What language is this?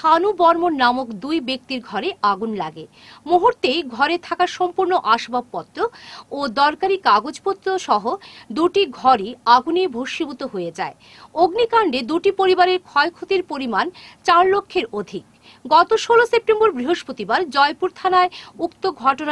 Bangla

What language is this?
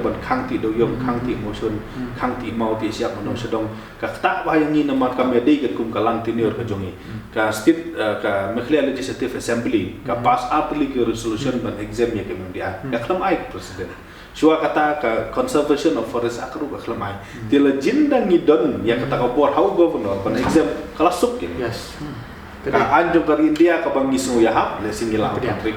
Khasi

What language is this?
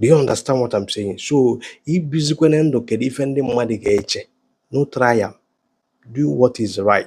Igbo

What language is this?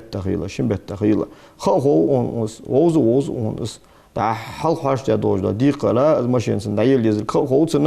Ingush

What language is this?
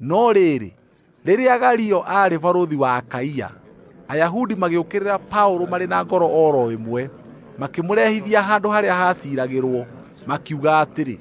Kikuyu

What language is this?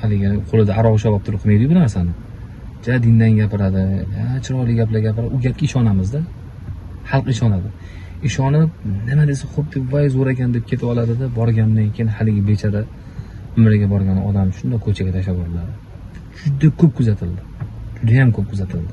Uzbek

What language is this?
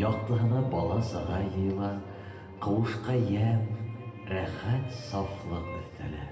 Bashkir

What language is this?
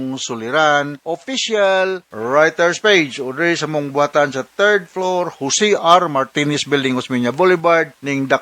Cebuano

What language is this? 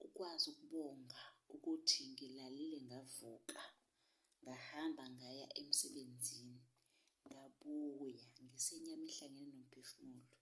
Zulu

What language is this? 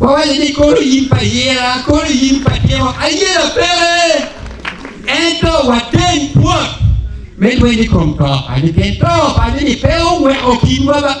Acoli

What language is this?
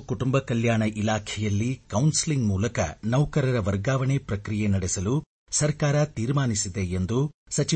Kannada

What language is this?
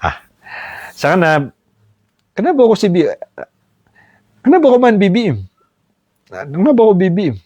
Maranao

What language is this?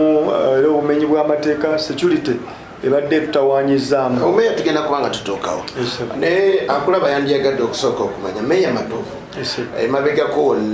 Ganda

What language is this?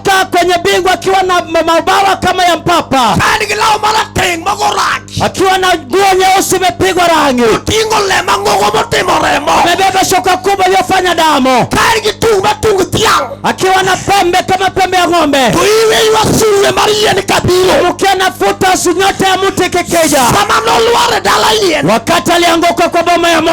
Luo (Kenya and Tanzania)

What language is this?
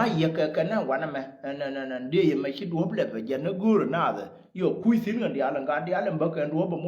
Nuer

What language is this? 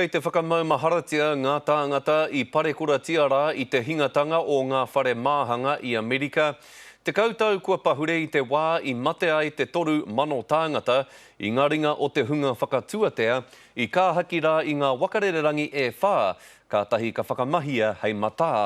Māori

